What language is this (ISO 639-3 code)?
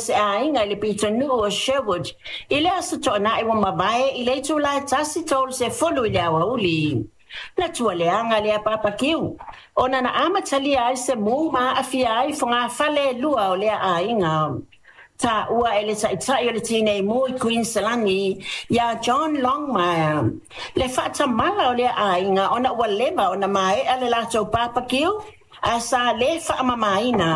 smo